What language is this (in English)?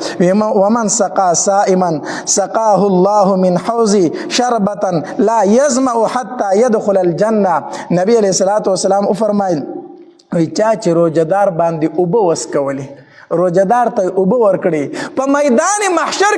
Pashto